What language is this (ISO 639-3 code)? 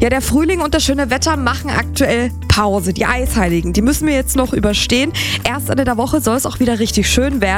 deu